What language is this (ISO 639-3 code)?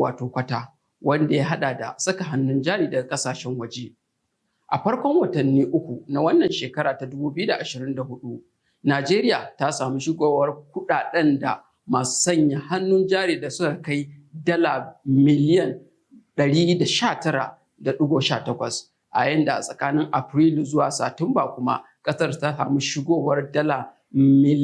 hau